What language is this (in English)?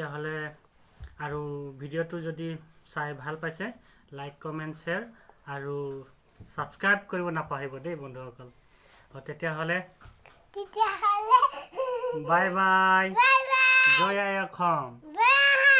Assamese